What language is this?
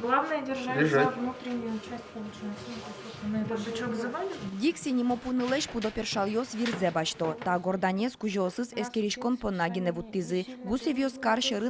Udmurt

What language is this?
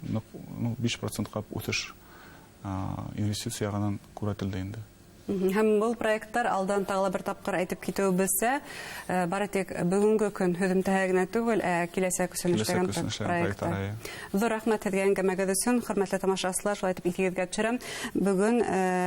Bashkir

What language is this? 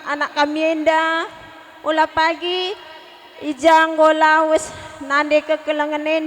Batak Karo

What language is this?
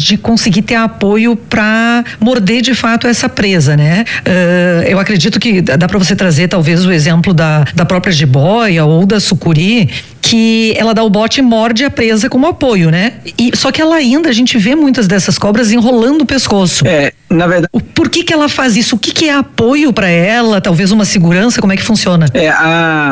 Portuguese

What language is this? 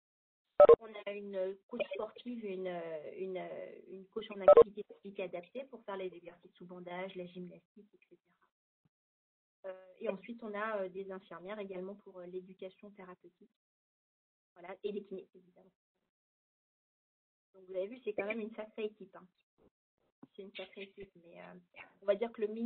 French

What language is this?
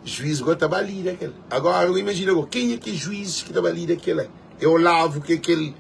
Kabuverdianu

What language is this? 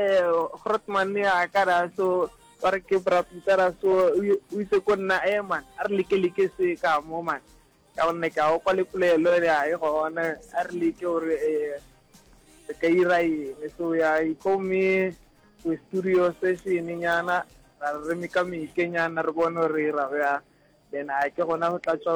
Northern Sotho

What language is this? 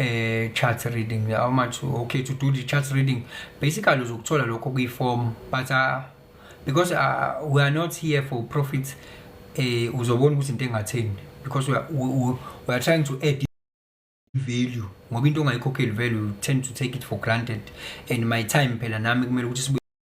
Zulu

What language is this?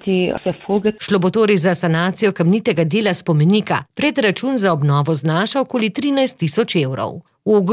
Slovenian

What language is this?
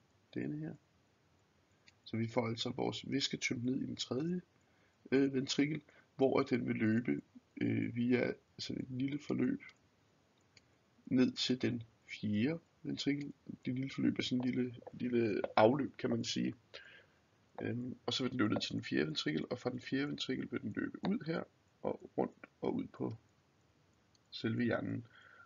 Danish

